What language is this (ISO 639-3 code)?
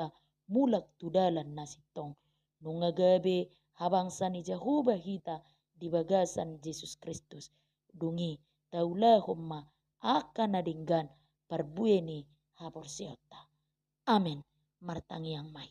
bbc